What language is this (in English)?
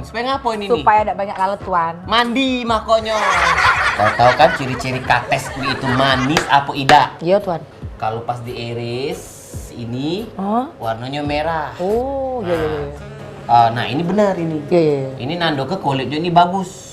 Musi